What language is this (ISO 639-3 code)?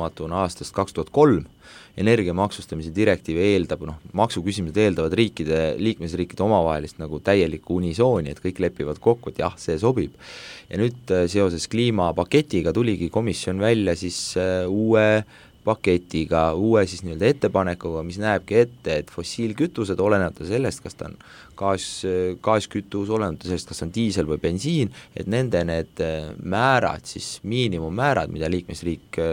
est